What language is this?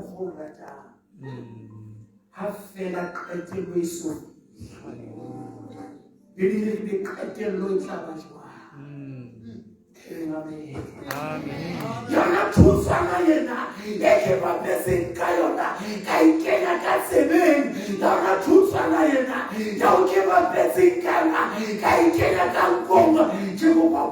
Southern Sotho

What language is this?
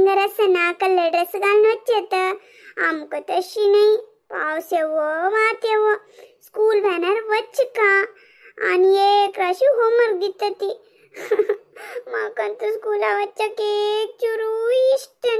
Konkani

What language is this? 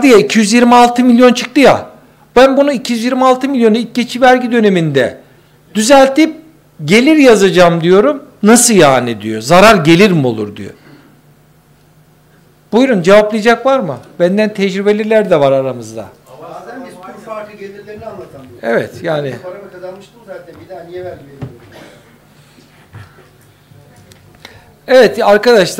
Turkish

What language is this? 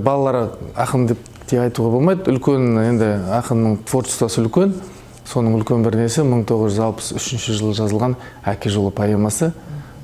Kazakh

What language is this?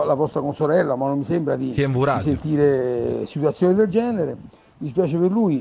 Italian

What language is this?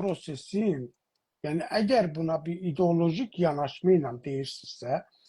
South Azerbaijani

